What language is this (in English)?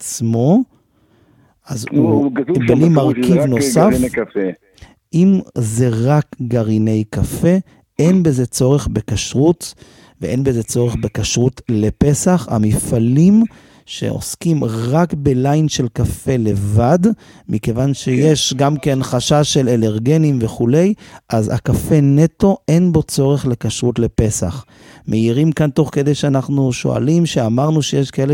Hebrew